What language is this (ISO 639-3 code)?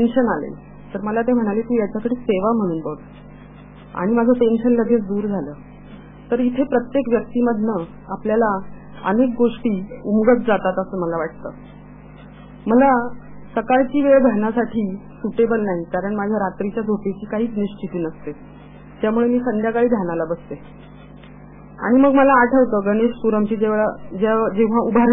mar